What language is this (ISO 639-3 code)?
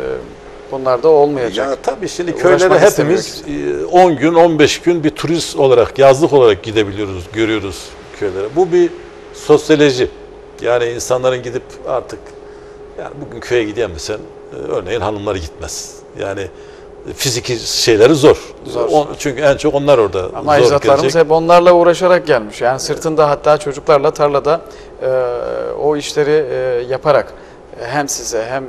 tur